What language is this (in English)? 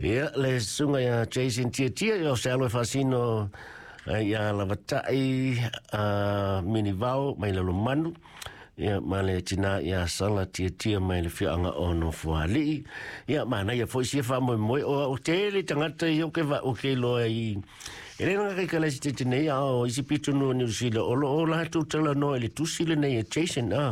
Samoan